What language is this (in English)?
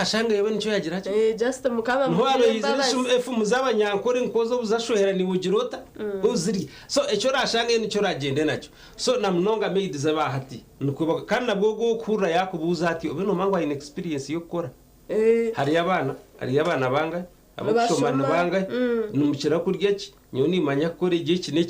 Nyankole